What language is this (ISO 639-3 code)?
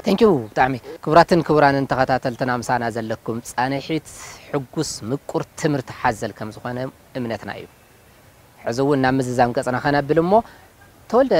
tir